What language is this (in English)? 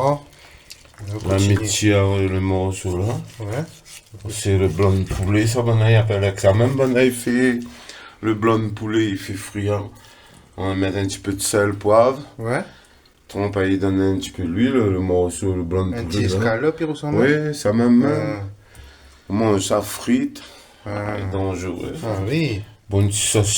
Réunion Creole French